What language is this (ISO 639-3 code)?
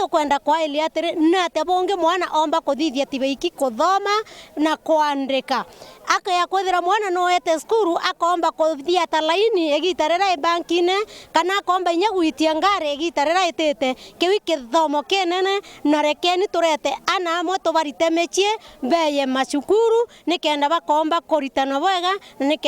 mer